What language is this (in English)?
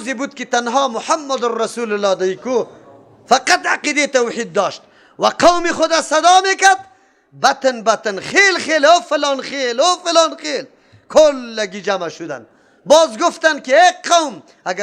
Persian